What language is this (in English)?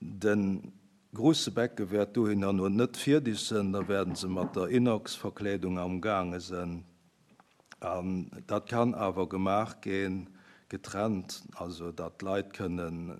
Luxembourgish